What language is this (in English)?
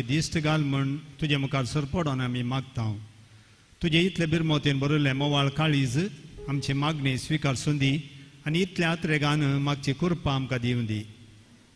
Konkani